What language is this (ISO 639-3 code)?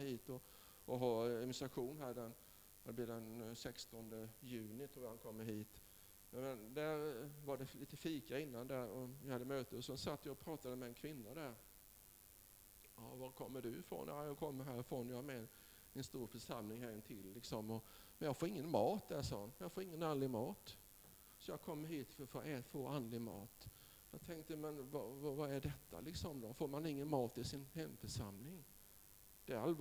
swe